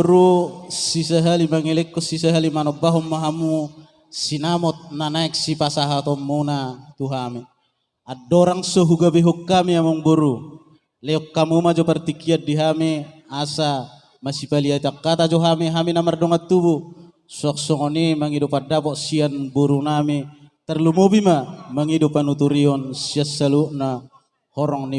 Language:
Batak Toba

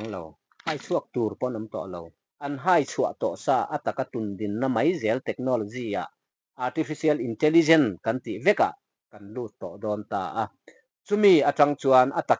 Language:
Mizo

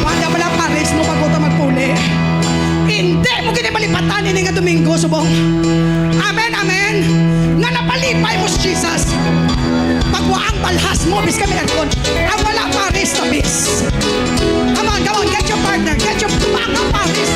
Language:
Hiligaynon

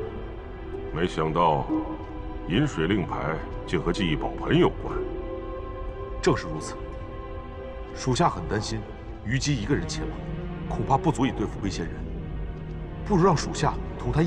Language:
Chinese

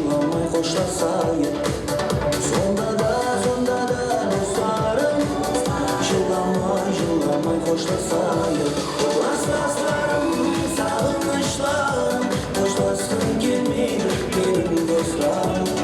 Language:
Kara-Kalpak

